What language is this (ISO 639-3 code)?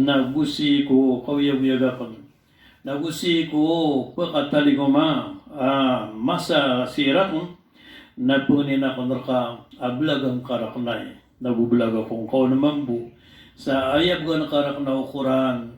mrw